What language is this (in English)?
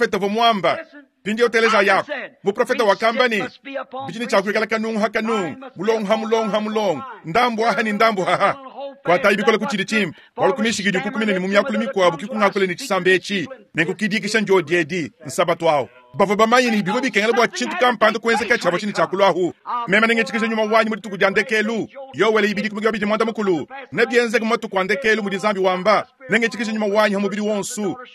Luba-Lulua